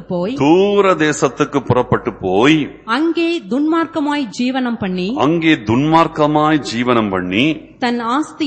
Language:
Tamil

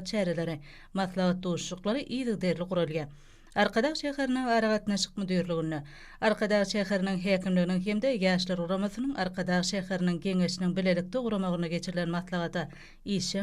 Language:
Turkmen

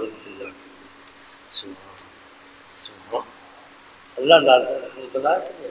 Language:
Urdu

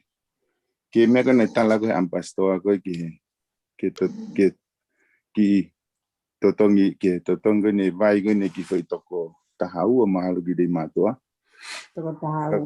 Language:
Tongan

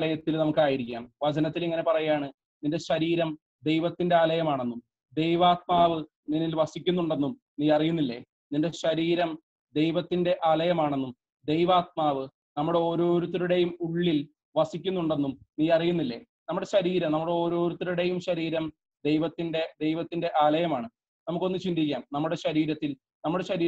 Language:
Malayalam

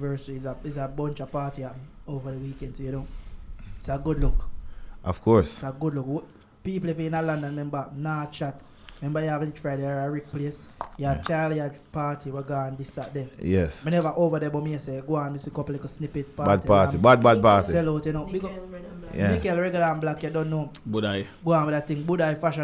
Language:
Jamaican Creole English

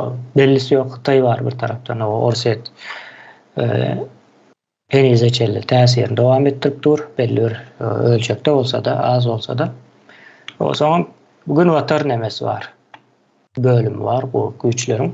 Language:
Turkmen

